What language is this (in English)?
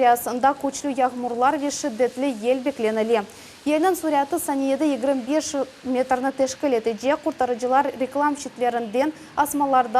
Crimean Tatar